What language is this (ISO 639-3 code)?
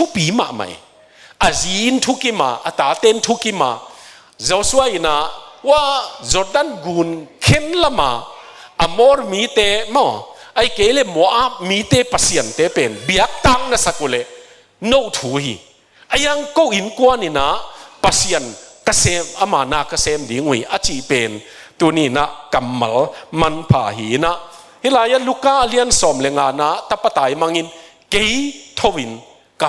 ctd